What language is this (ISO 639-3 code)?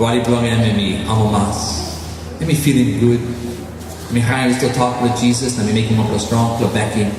tpi